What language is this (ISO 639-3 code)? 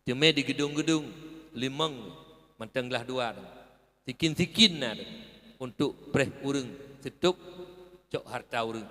ace